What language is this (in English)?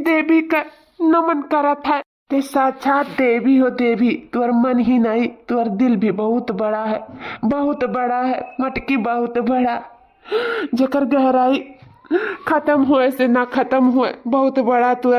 Awadhi